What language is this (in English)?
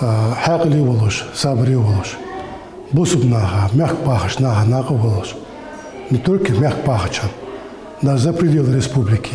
Ingush